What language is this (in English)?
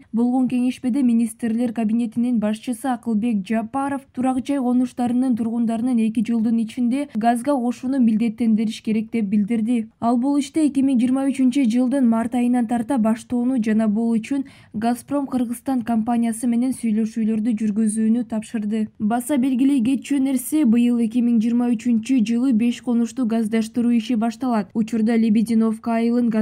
Kyrgyz